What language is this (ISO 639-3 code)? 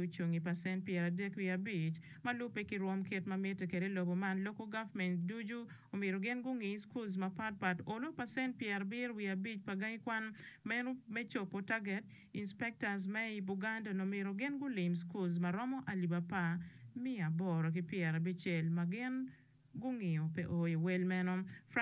ach